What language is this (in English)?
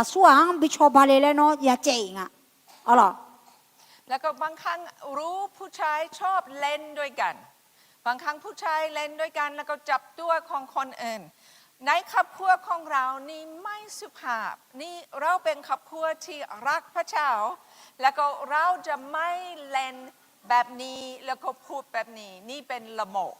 Akha